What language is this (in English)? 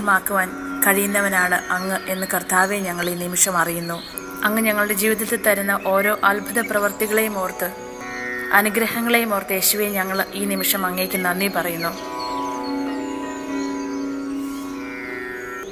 Malayalam